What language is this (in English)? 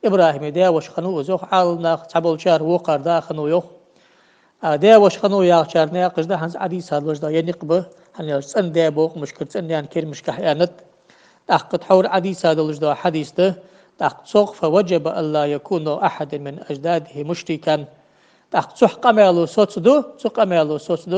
Ingush